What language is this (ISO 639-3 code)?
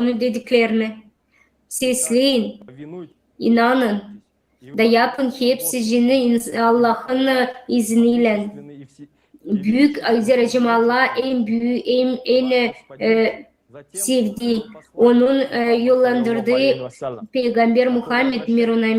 gag